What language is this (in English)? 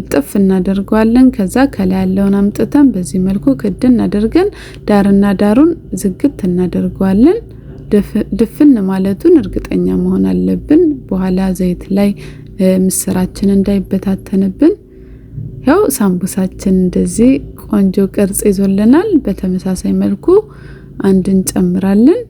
Amharic